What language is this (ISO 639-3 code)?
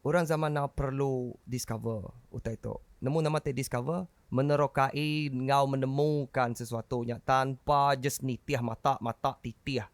iba